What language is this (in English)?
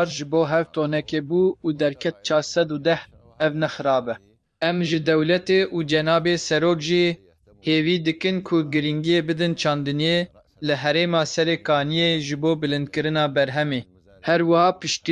Kurdish